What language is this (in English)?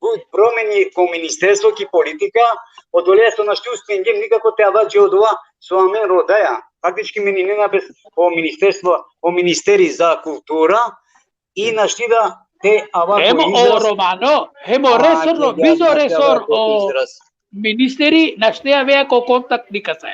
Balkan Romani